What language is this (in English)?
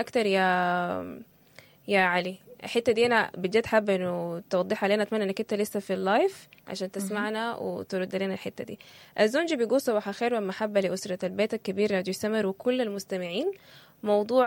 Sudanese Arabic